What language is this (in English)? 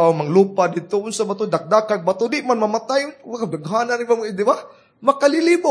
Cebuano